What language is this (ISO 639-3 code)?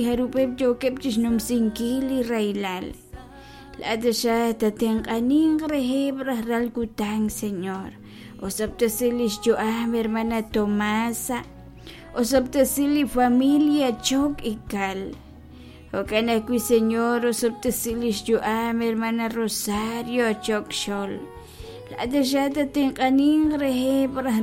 kek